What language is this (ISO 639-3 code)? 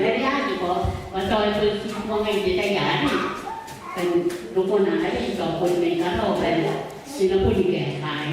gil